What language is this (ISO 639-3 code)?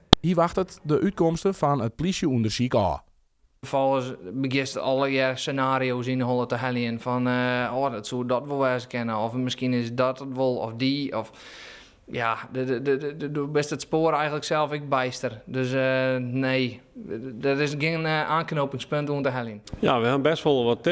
fry